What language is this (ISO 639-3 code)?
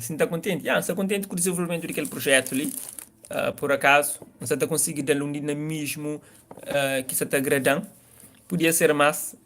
kea